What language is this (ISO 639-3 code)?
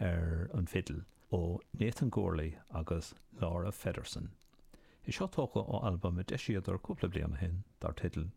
gle